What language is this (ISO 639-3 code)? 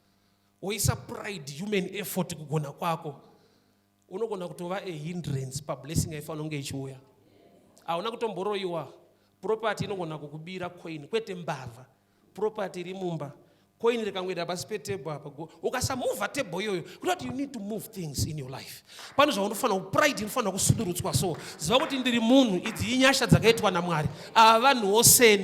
sna